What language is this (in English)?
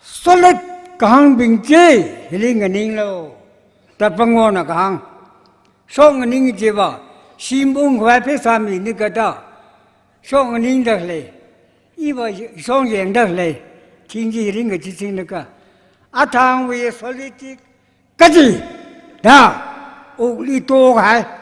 Tangkhul Naga (India)